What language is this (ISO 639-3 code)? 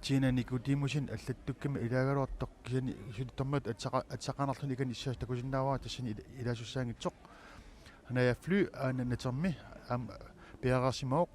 kal